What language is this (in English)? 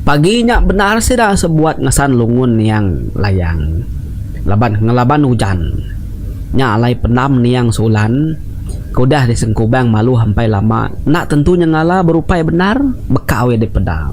Iban